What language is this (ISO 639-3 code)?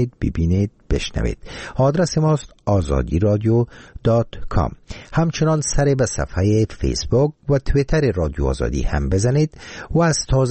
fas